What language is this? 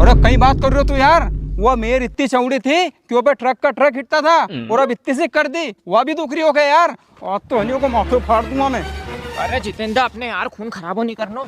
Rajasthani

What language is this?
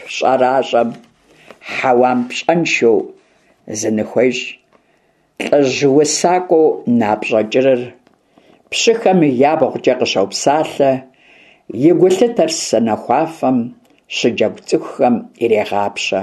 Kabardian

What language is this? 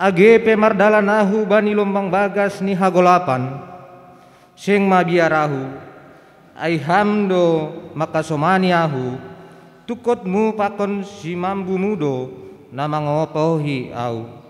Batak Simalungun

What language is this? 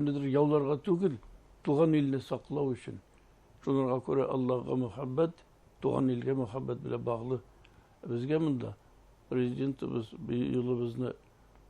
Bashkir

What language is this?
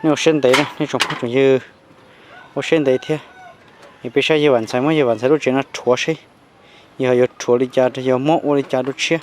Hmong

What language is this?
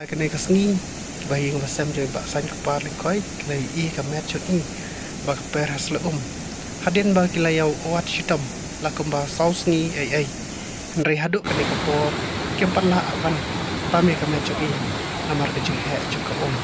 Khasi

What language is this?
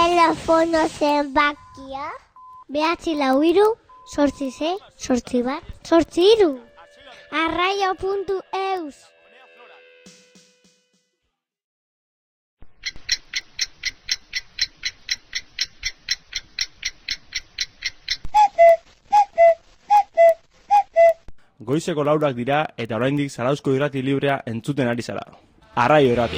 Basque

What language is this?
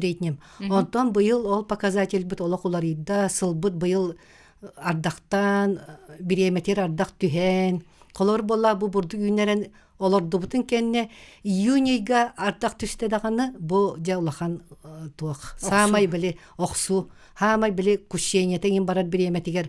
Yakut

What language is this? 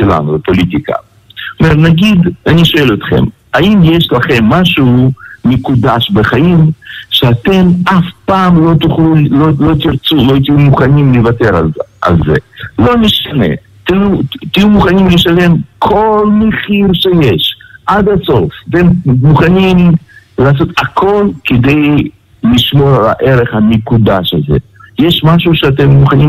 Hebrew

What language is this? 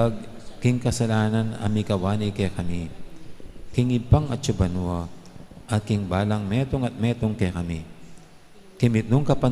Pampanga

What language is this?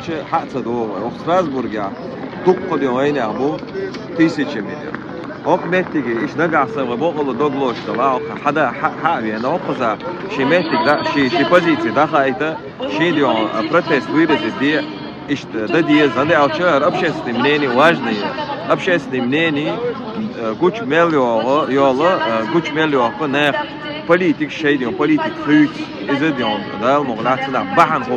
Chechen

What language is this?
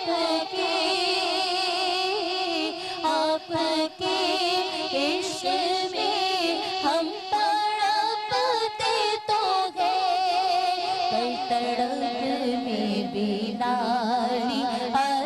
Urdu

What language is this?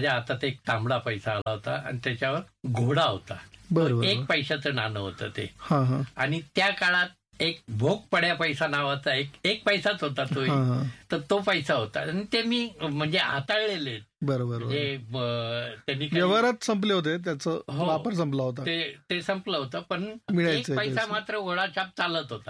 Marathi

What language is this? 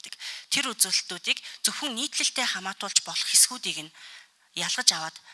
Mongolian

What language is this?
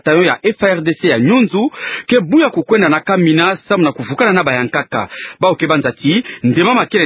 Kituba (Democratic Republic of Congo)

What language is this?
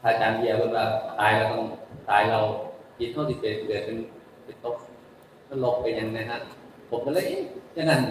Northeastern Thai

